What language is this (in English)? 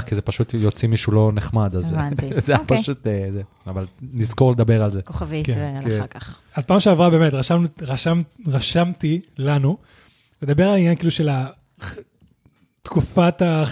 Hebrew